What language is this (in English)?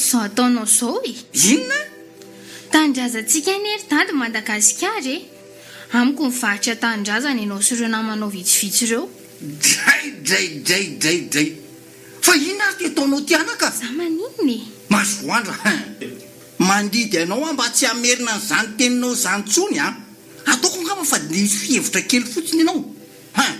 Malagasy